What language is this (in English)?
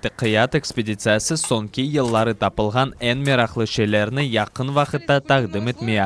Crimean Tatar